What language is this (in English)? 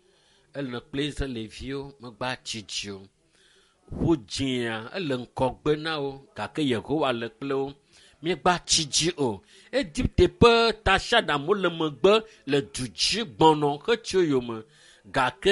Ewe